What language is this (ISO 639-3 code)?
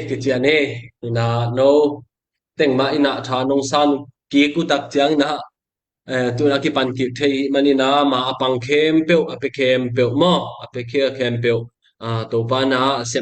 ctd